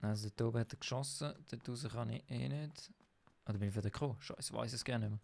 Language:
Swiss German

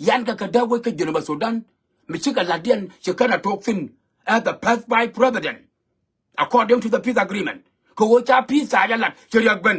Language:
Nuer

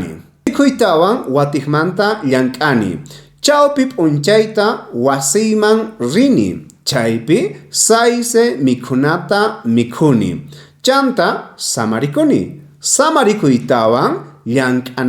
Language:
South Bolivian Quechua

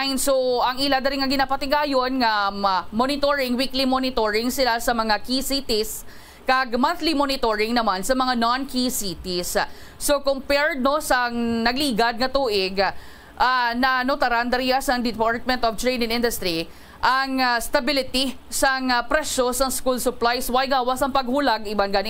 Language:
Hiligaynon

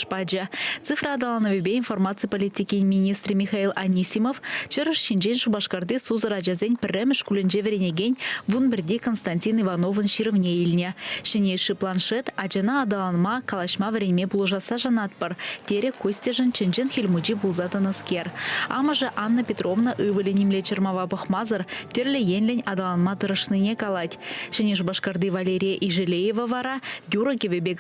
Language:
Chuvash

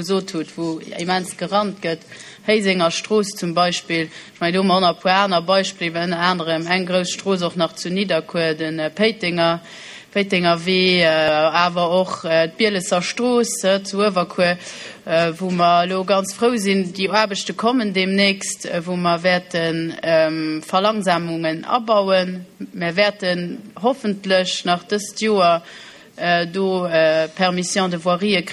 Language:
Luxembourgish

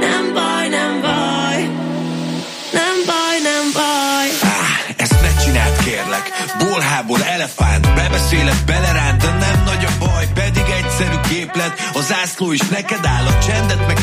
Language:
Hungarian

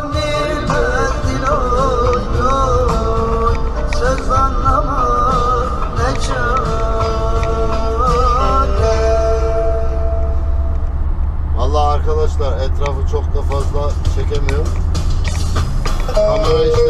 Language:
Turkish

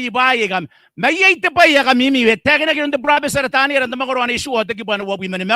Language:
Gilbertese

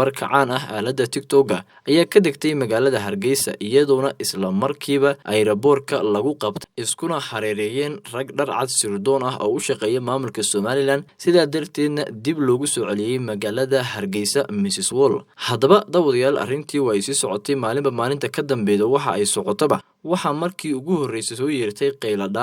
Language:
Somali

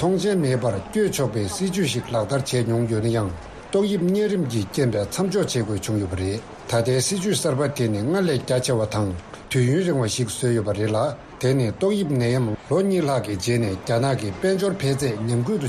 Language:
Tibetan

